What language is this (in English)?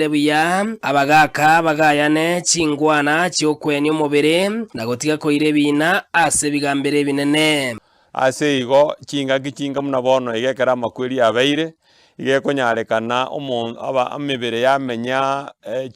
Gusii